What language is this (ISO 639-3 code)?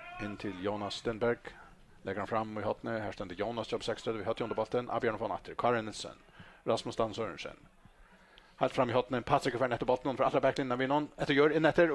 fao